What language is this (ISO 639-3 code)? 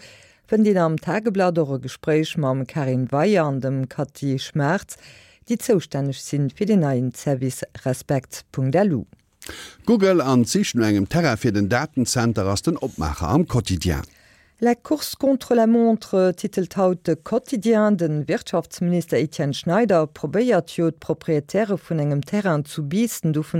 ltz